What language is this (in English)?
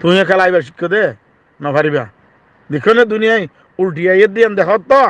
Rohingya